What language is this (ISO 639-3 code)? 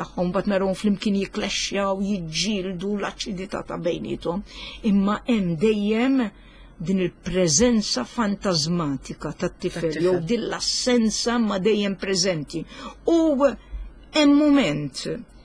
mlt